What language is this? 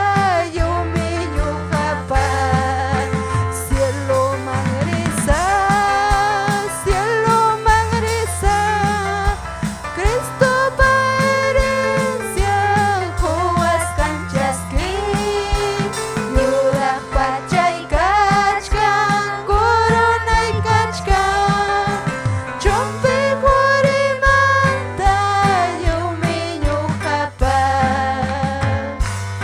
Ayacucho Quechua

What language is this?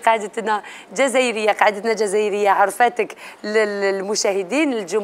Algerian Arabic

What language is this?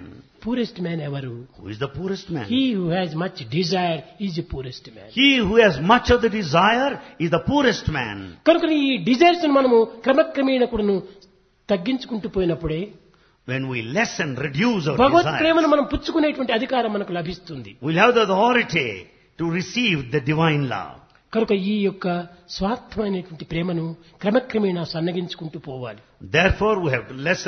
Telugu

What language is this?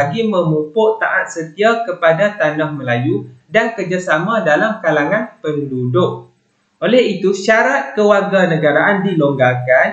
Malay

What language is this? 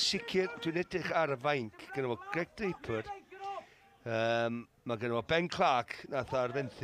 Welsh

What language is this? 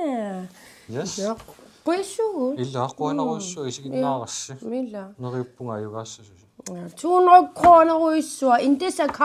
Kalaallisut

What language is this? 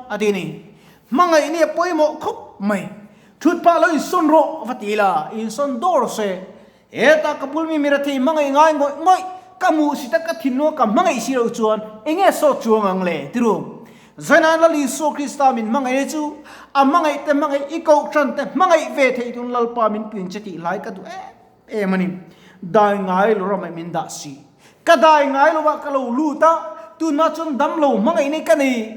Mizo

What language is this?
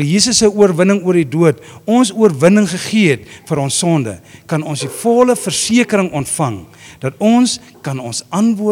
Afrikaans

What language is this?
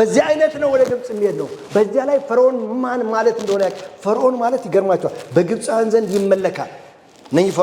Amharic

